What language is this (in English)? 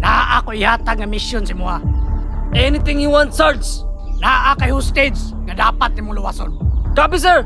Cebuano